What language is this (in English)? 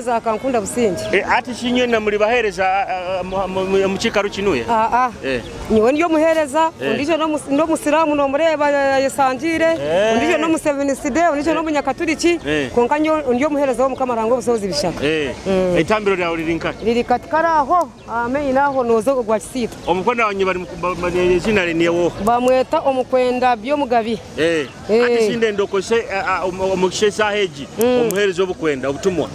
Nyoro